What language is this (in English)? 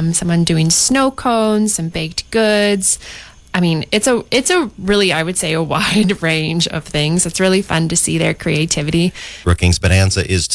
English